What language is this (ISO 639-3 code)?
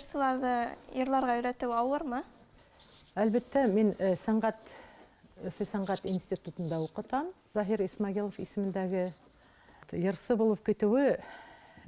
bak